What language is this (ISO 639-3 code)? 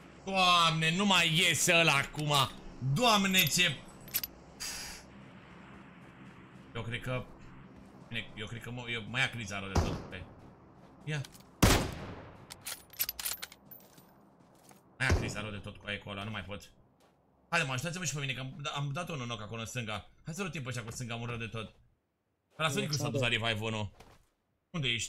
ron